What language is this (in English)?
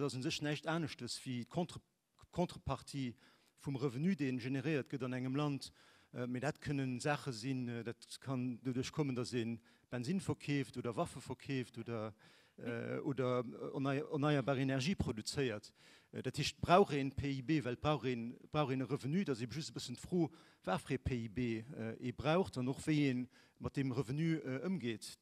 Luxembourgish